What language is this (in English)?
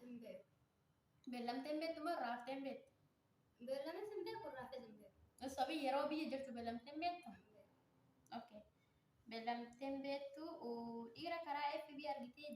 Oromo